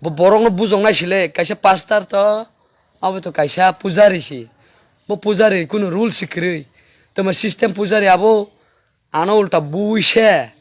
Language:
Kok Borok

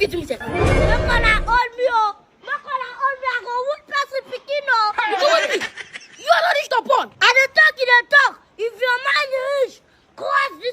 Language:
Nigerian Pidgin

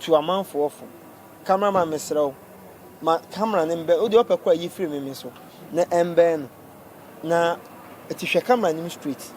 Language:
Akan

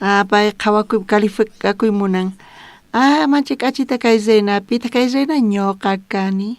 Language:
South Bolivian Quechua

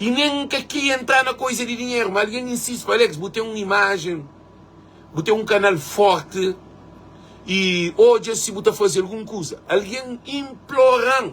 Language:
Kabuverdianu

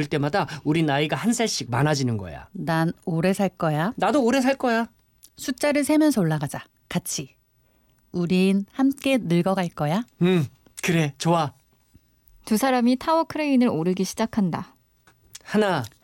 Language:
Korean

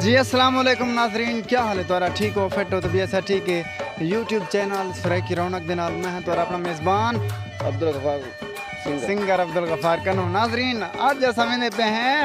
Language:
Saraiki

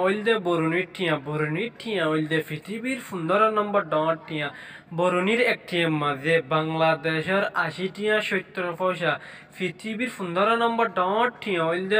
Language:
Rohingya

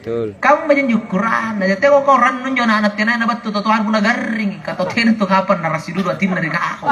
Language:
Makasar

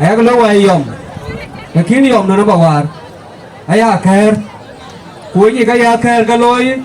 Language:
Dinka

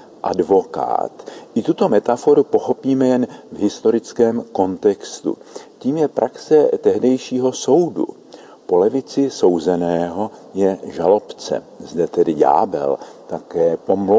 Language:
Czech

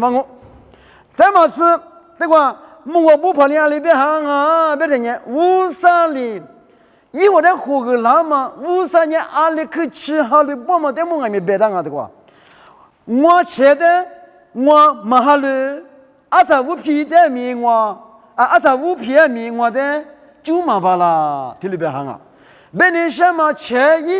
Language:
Lisu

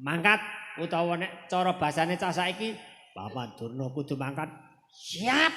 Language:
Javanese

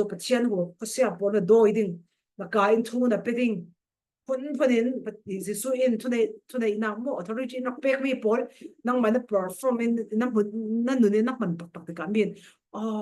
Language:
Falam Chin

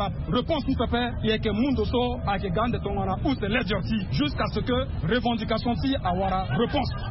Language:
Sango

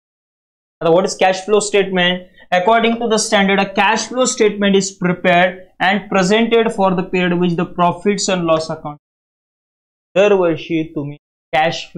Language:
Marathi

